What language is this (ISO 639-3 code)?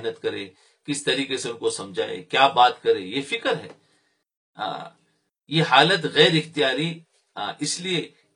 urd